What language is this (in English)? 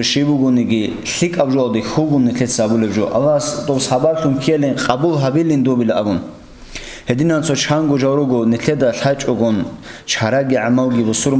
Avaric